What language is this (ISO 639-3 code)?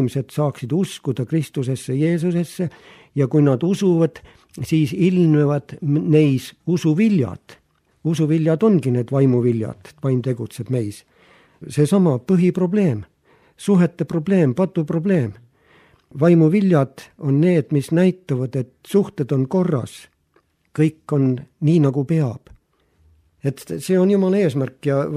est